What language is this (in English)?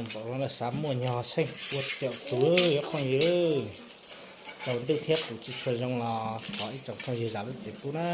Hmong